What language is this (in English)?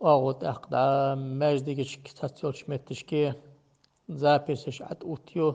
Ingush